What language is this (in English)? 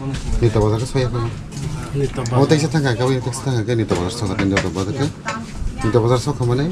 Kok Borok